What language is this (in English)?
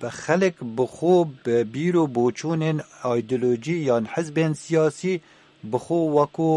Kurdish